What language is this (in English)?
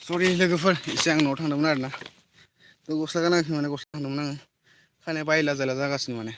Bodo